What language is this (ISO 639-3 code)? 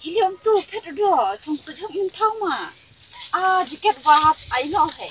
kha